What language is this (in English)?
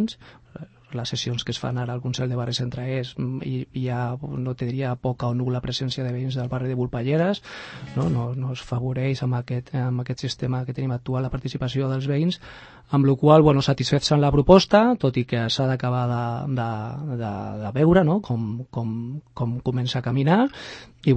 Catalan